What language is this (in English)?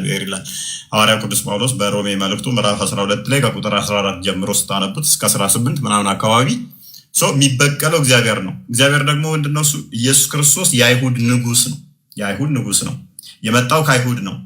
Amharic